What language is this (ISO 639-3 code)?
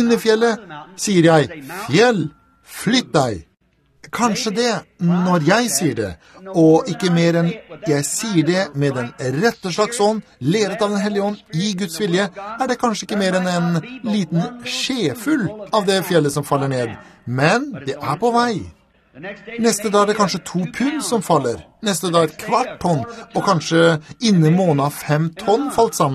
nor